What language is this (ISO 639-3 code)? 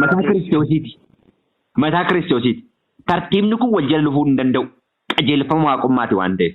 orm